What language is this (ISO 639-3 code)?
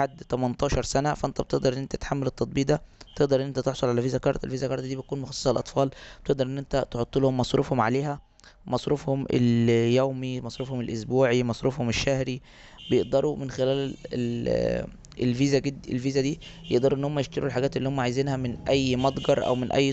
arz